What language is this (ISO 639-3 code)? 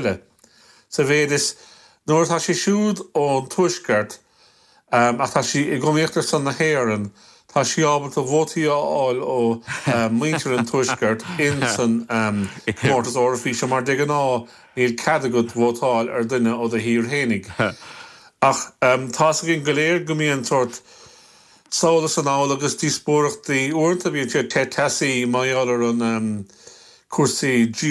gle